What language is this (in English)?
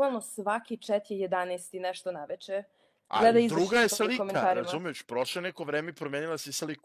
Croatian